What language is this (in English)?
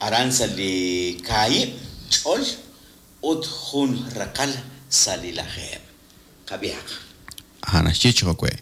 Kekchí